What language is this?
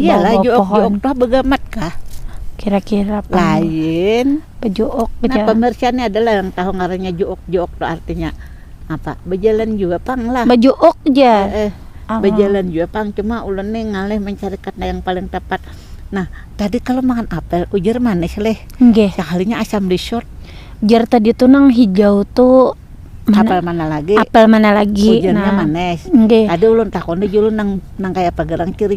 Banjar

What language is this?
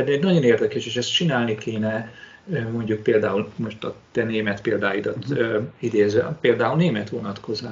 Hungarian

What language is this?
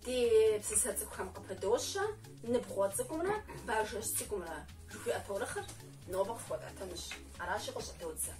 Kabardian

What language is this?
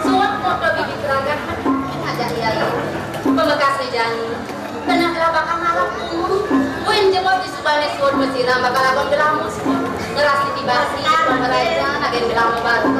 Balinese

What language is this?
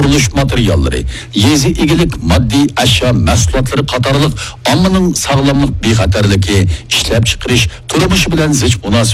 Uyghur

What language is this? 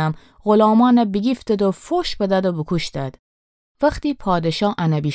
Gilaki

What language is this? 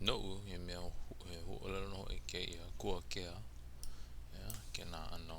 Hawaiian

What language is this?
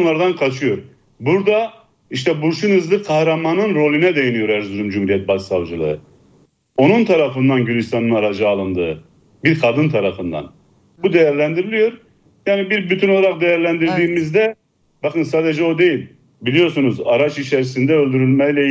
Turkish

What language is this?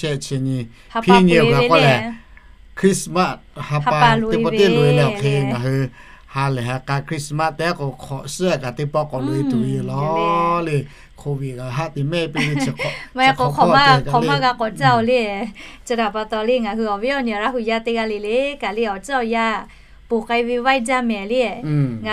Lahu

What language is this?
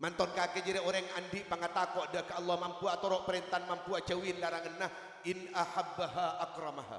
Madurese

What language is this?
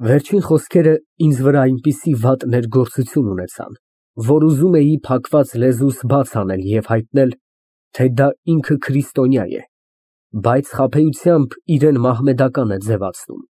Armenian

